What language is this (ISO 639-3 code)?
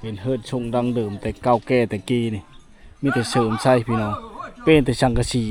lao